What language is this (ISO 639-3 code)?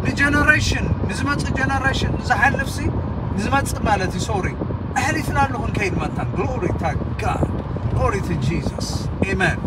tir